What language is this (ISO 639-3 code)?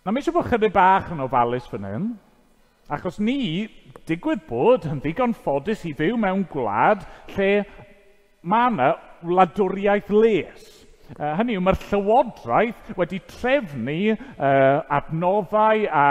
cym